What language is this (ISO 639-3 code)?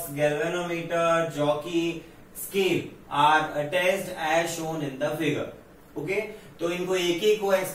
hin